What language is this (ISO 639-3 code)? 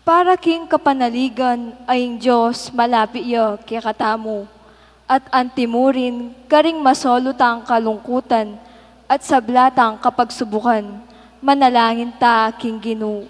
pam